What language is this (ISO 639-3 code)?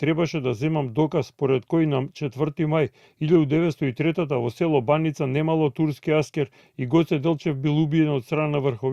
mkd